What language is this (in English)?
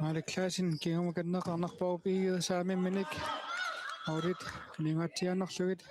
Kalaallisut